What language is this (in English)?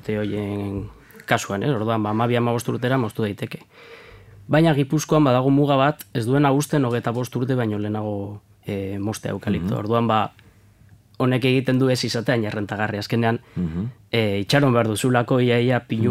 Basque